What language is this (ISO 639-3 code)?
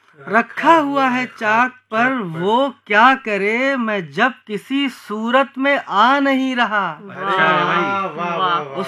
urd